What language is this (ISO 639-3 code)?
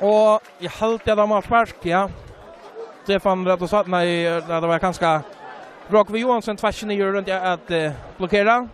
fao